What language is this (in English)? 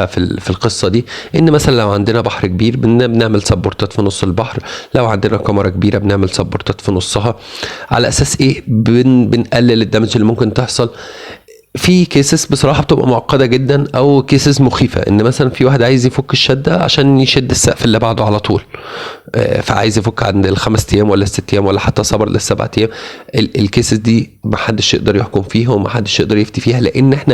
Egyptian Arabic